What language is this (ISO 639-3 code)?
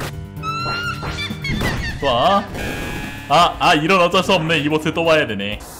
kor